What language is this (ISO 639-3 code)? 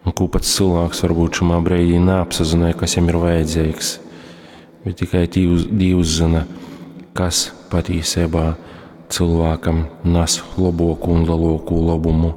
ltg